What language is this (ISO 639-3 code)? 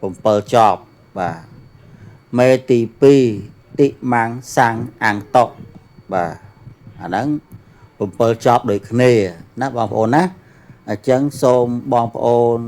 khm